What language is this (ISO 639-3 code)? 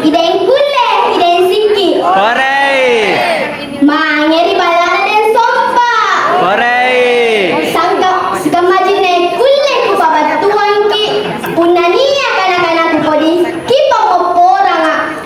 mak